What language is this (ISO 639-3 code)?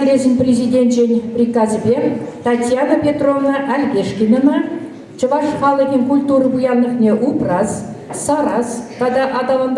chv